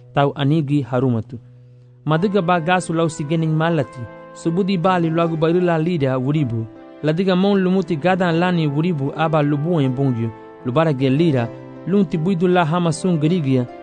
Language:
Garifuna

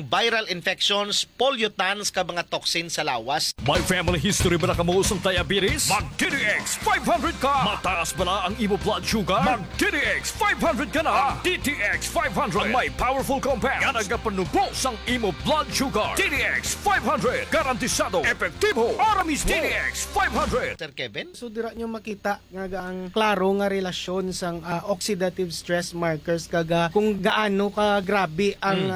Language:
Hiligaynon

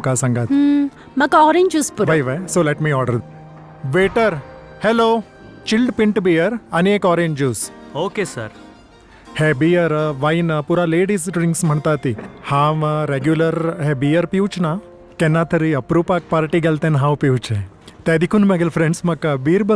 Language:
Konkani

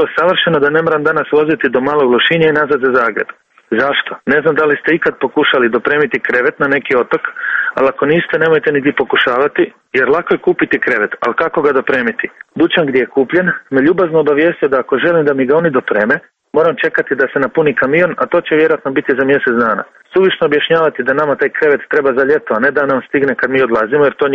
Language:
Croatian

